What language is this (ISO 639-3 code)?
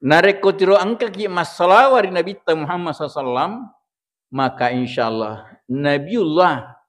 bug